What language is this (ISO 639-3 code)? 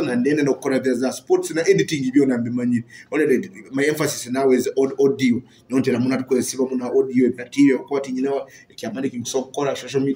nyo